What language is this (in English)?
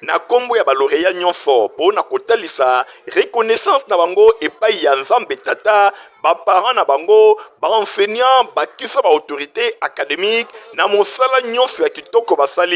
Lingala